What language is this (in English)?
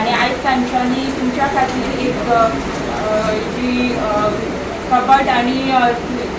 Konkani